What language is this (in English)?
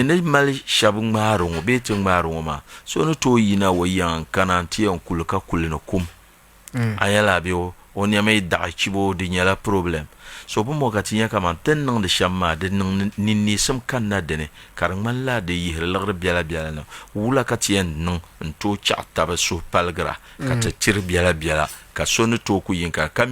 Dagbani